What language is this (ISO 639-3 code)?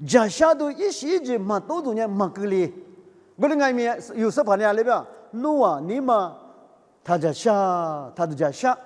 lis